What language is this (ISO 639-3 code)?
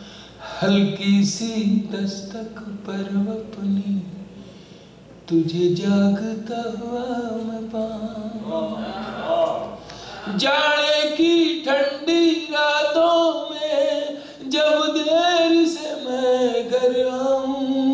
urd